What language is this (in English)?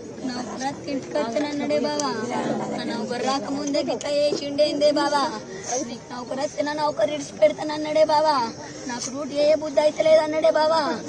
Telugu